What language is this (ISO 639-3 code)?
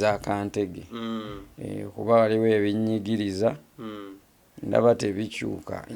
lug